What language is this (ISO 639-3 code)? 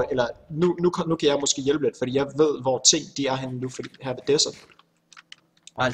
dan